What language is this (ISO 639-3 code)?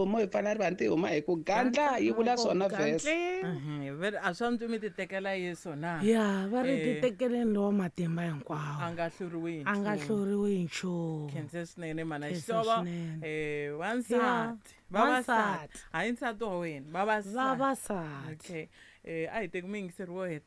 tso